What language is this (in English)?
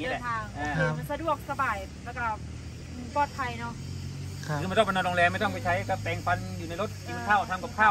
Thai